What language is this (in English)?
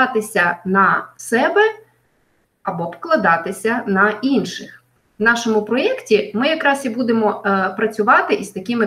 Ukrainian